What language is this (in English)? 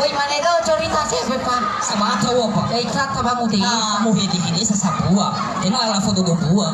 Nias